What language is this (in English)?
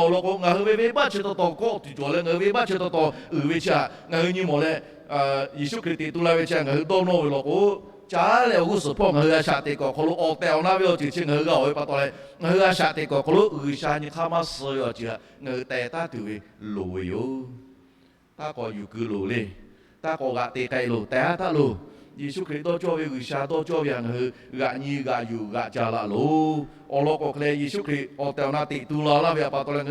Lahu